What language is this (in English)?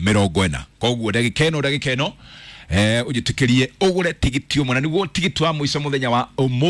Kikuyu